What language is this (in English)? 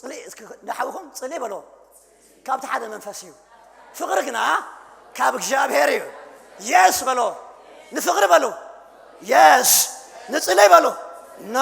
Tigrinya